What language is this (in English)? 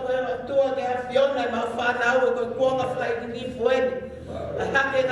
Tongan